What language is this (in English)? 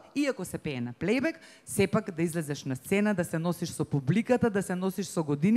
Macedonian